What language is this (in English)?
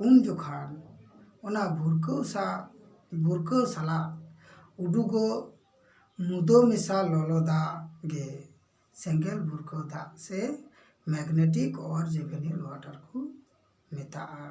Santali